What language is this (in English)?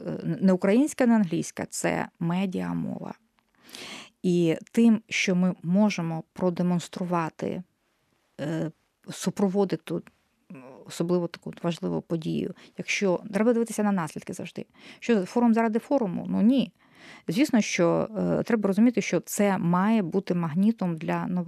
Ukrainian